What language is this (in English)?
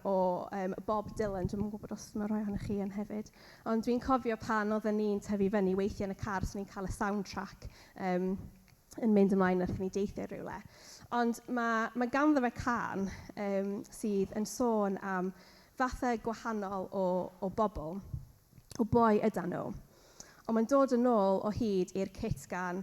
Welsh